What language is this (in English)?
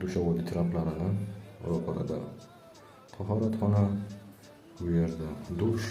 Uzbek